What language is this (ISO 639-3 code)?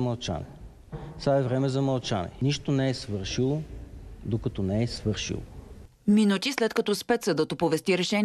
bul